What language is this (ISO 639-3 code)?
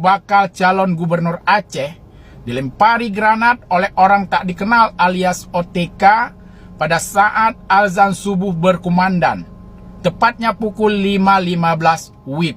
ace